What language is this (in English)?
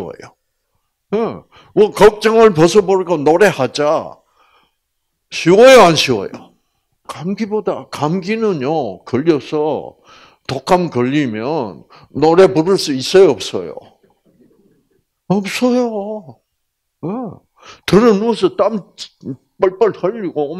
Korean